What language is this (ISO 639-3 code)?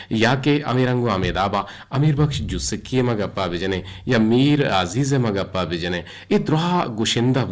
bgp